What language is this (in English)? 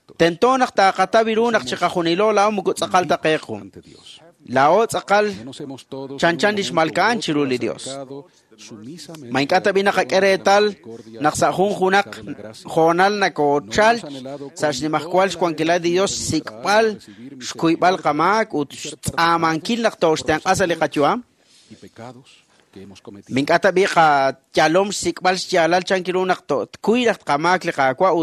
Kekchí